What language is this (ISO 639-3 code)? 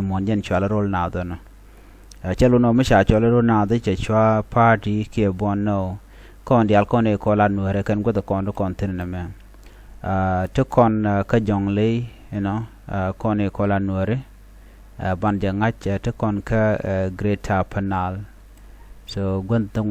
nus